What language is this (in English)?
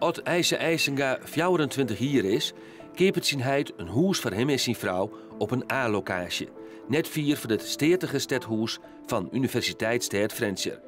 Western Frisian